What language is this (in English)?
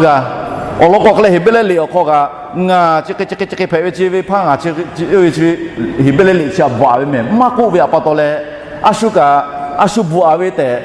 Lahu